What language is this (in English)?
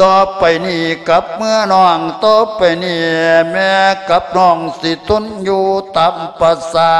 Lao